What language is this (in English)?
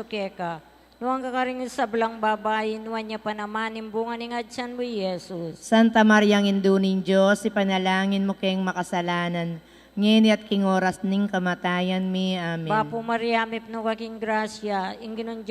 Pampanga